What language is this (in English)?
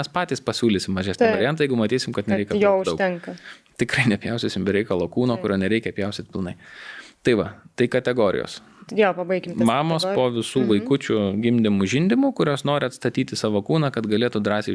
Lithuanian